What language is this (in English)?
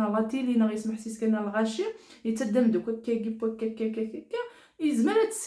Kabyle